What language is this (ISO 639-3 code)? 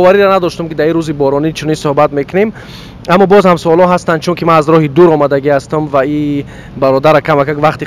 tgk